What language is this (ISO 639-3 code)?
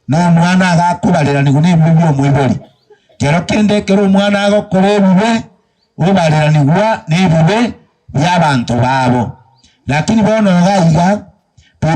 guz